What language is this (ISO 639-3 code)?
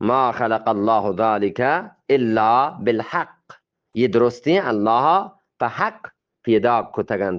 bgp